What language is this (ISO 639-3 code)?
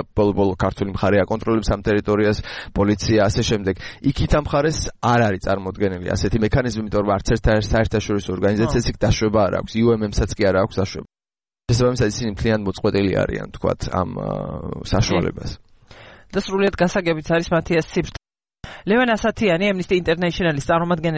kat